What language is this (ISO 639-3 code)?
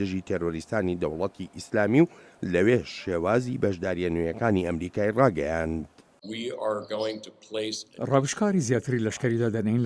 ckb